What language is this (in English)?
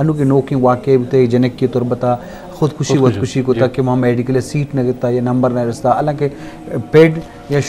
Eastern Balochi